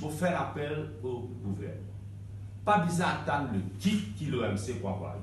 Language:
Morisyen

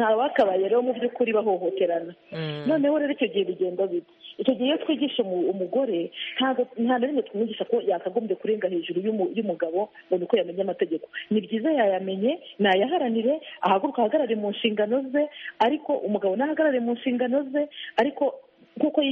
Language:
Kinyarwanda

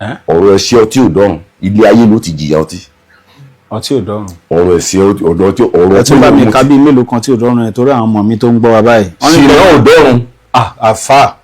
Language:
Yoruba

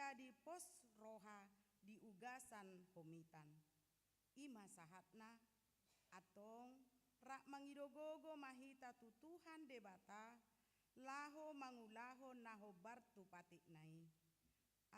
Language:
Batak Toba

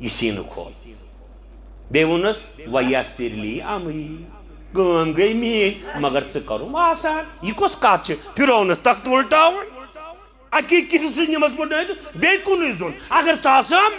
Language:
Kashmiri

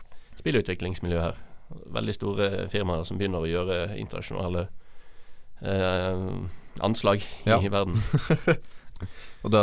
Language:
Norwegian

